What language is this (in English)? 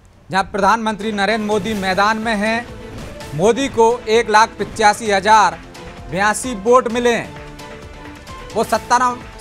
Hindi